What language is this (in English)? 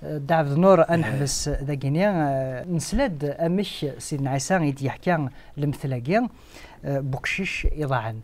Kabyle